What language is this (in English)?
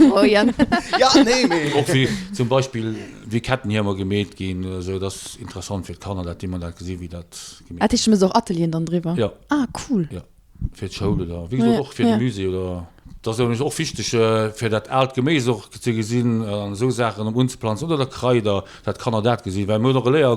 Luxembourgish